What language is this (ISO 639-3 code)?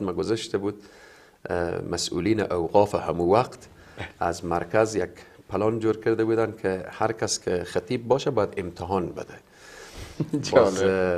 fas